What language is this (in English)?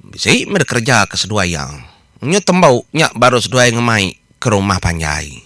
Iban